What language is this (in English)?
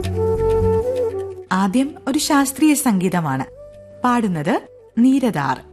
Malayalam